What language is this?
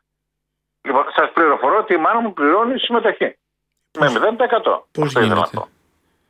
Greek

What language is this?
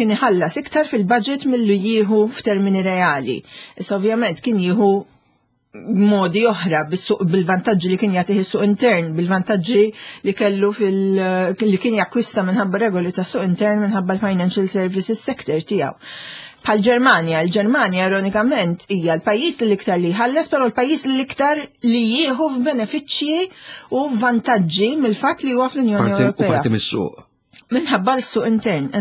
Maltese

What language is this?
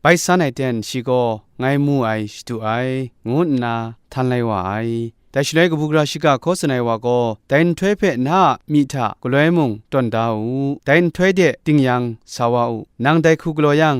Kachin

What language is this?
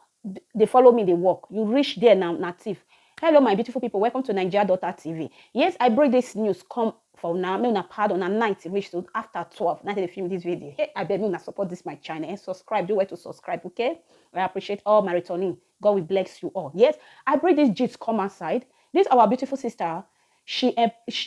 Nigerian Pidgin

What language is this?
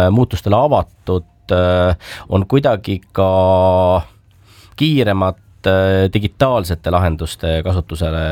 Estonian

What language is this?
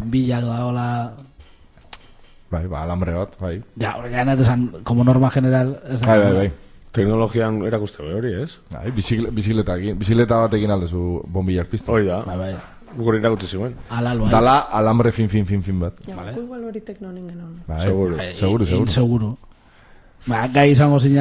Basque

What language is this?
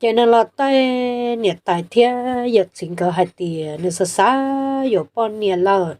Hmong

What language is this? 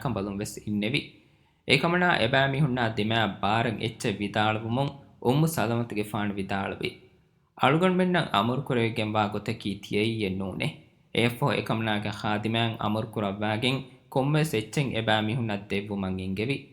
Divehi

